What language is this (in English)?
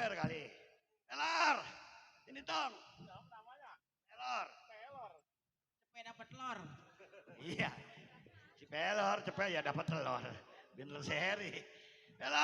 Betawi